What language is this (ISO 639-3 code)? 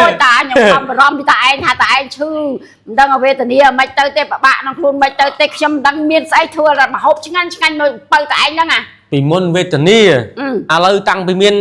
khm